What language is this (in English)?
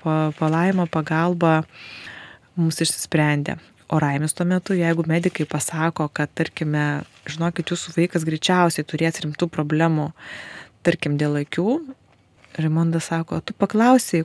Lithuanian